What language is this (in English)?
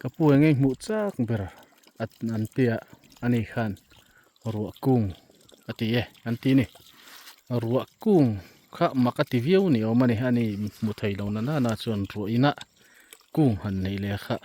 Mizo